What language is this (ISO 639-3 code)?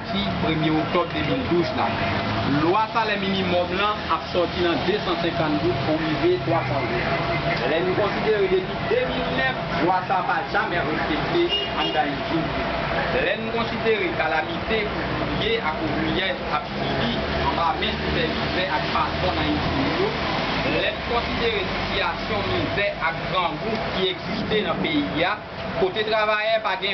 hat